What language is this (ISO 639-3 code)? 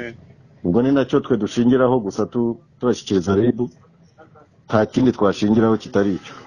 kin